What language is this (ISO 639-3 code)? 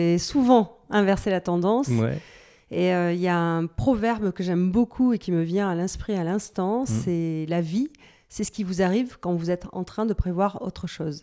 fra